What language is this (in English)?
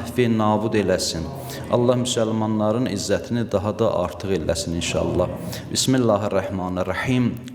Azerbaijani